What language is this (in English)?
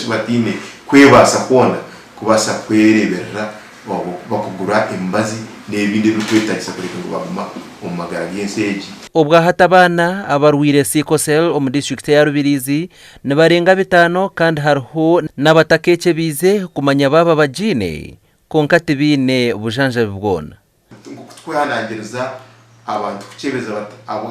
Nyankole